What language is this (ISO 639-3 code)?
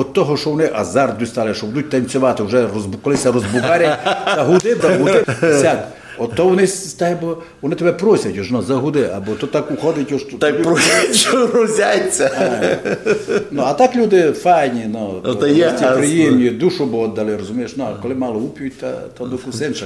rue